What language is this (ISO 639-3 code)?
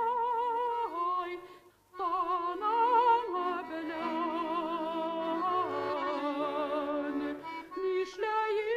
bak